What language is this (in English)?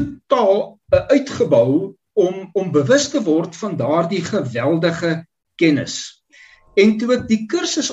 Afrikaans